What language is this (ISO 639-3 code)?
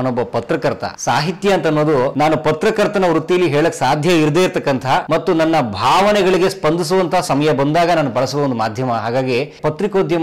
kan